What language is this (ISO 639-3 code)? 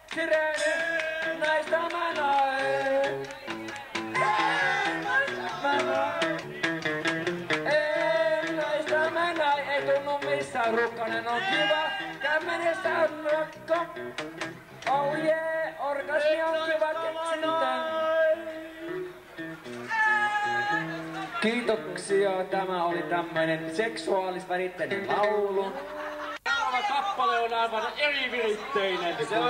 fin